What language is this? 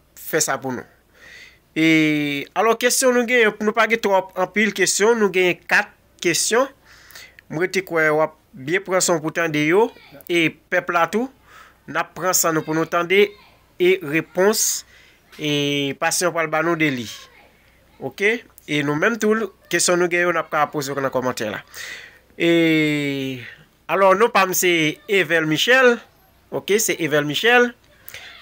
Haitian Creole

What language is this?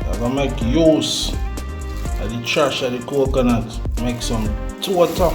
Jamaican Creole English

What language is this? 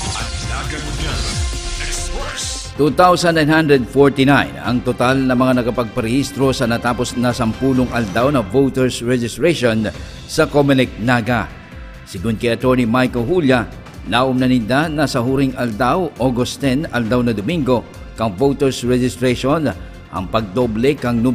Bikol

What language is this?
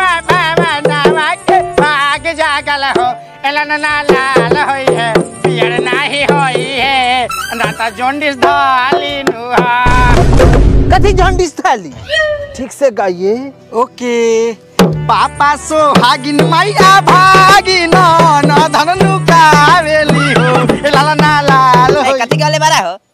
Bhojpuri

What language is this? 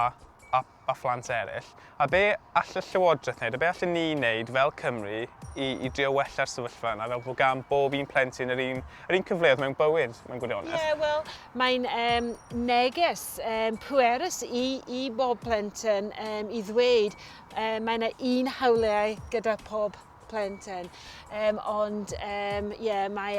Welsh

